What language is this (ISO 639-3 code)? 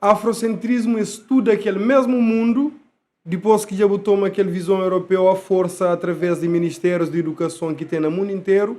kea